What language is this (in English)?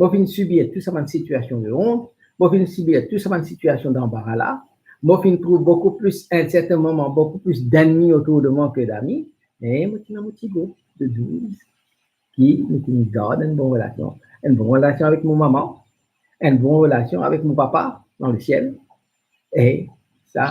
Morisyen